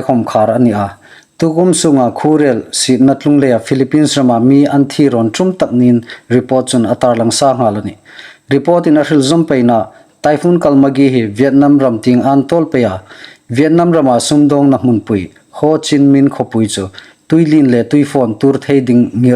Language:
Hmar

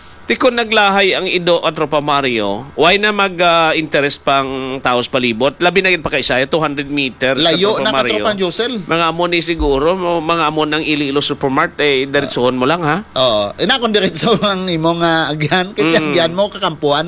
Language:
Hiligaynon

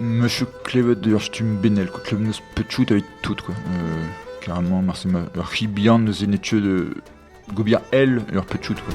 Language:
Breton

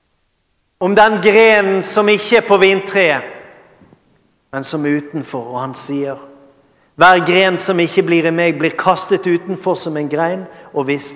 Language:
Norwegian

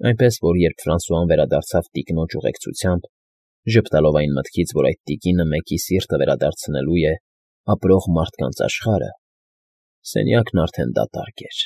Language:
Armenian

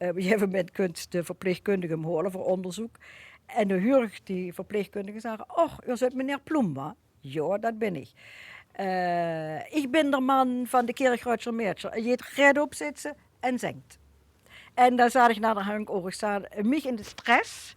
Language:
Limburgish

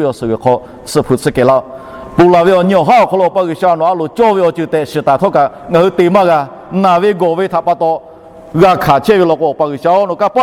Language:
Lahu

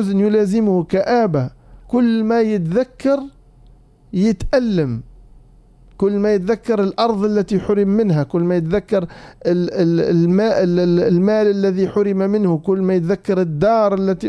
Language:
Arabic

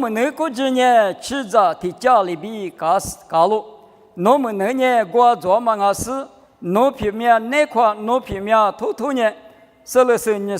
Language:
Lisu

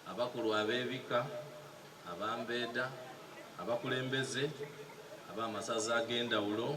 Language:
Soga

